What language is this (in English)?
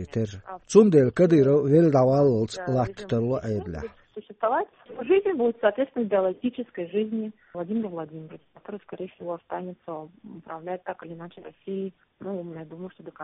Chechen